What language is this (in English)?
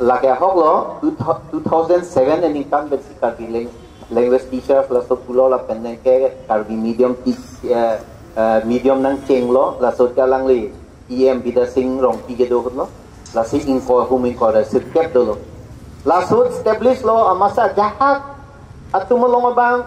Karbi